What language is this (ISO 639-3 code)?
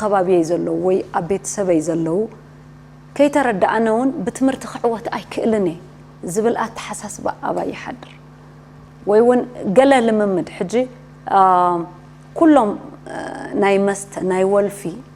tir